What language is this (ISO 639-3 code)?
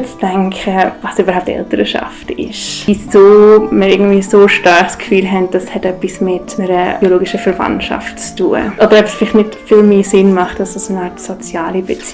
gsw